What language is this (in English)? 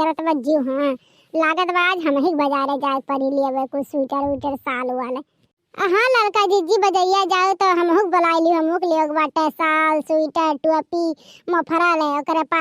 Awadhi